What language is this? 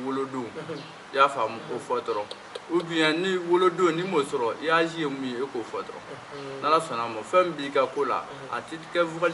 Bambara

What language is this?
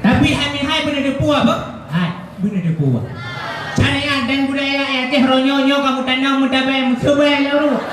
Achinese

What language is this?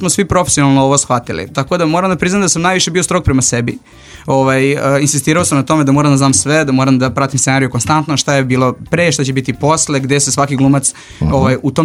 Serbian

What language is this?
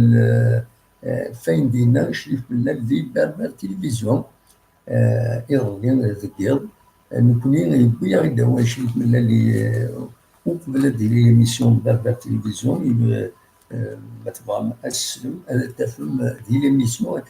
Kabyle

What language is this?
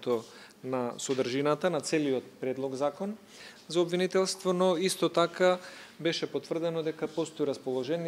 Macedonian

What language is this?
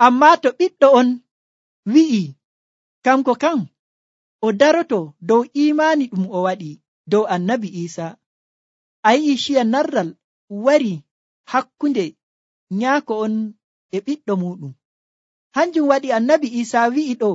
Nigerian Fulfulde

